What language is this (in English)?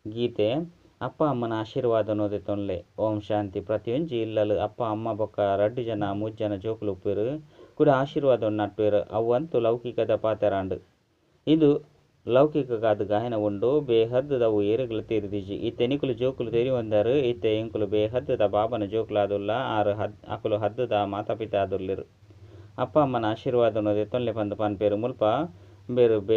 Tulu